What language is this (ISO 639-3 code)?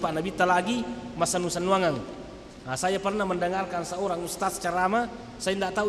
bug